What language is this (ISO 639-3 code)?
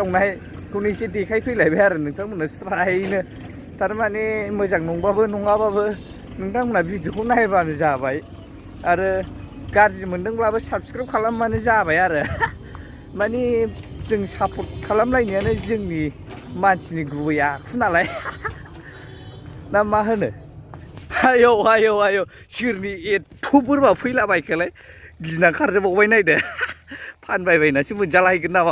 brx